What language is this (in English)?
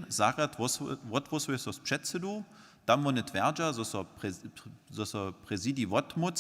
Upper Sorbian